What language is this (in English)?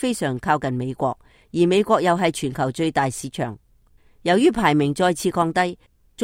Cantonese